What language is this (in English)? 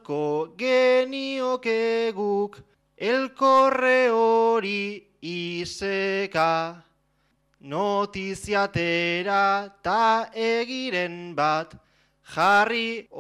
Basque